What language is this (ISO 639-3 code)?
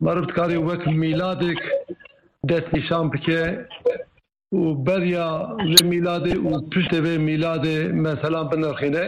kur